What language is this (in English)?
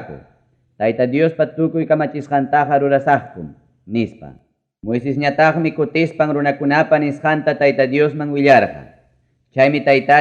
Ayacucho Quechua